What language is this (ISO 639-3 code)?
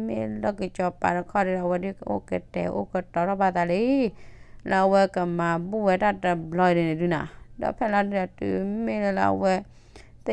ksw